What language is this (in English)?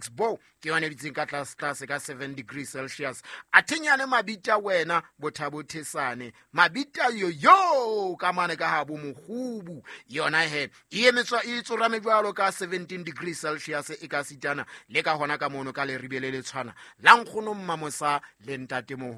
Southern Sotho